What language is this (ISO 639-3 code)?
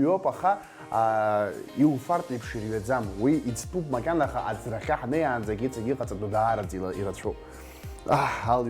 abk